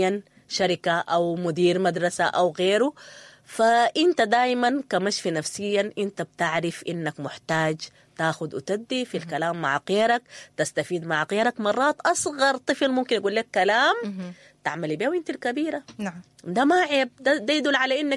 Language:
Sudanese Arabic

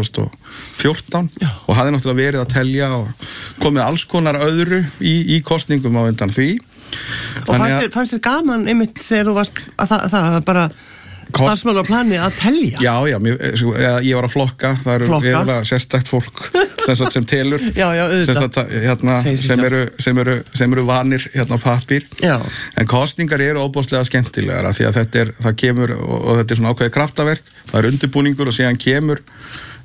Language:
Icelandic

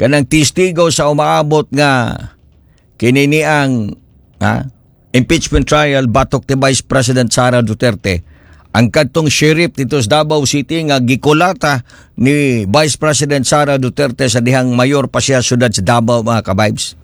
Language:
Cebuano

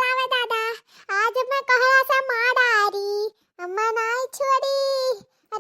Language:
Awadhi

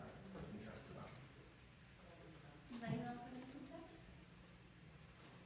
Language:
English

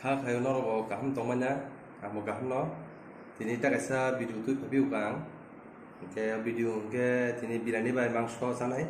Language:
Kok Borok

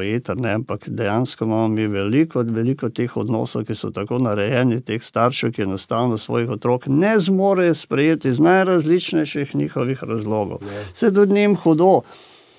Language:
Slovenian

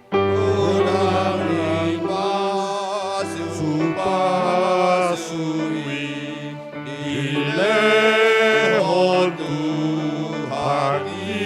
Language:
Batak Toba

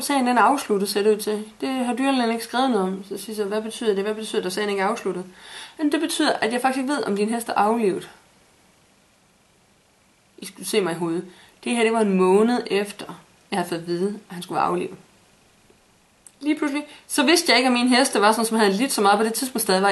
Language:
Danish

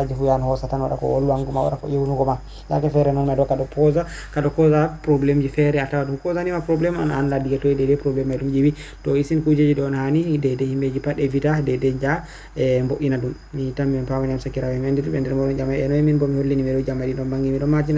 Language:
Fula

